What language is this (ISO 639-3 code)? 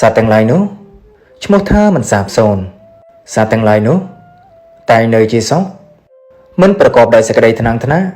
khm